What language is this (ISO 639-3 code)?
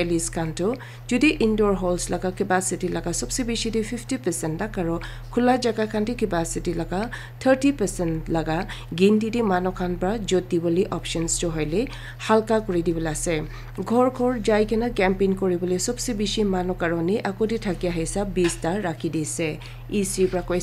nag